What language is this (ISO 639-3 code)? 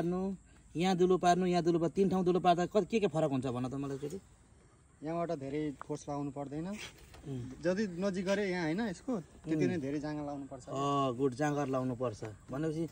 nep